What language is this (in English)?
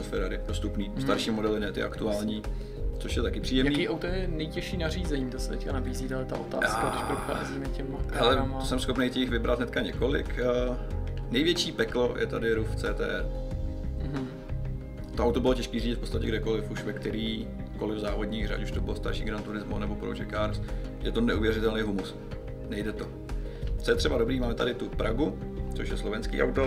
Czech